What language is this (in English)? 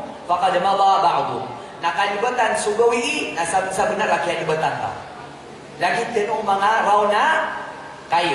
Maranao